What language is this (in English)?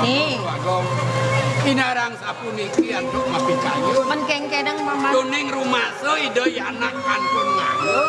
Balinese